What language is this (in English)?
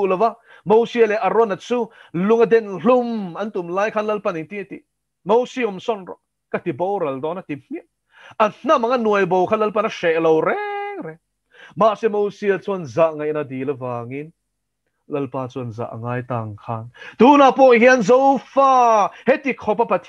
Mizo